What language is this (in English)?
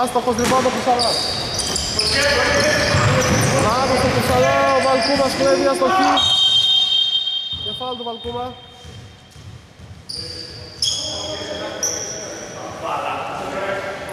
Greek